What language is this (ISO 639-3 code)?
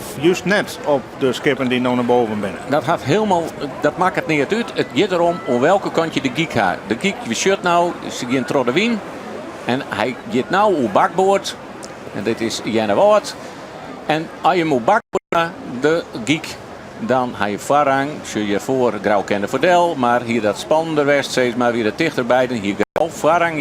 fry